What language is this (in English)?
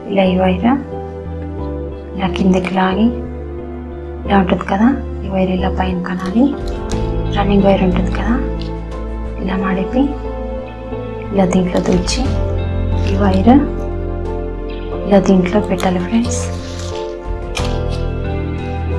Telugu